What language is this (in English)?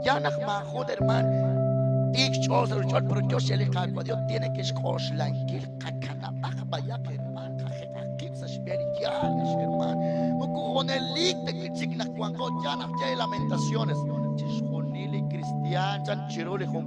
Kekchí